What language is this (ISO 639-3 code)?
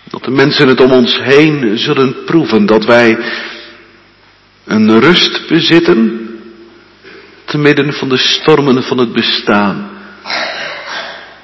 nld